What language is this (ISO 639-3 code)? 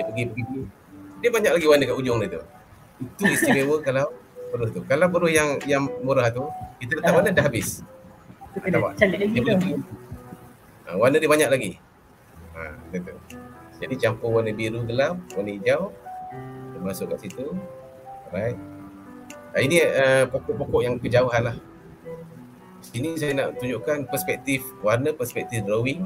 msa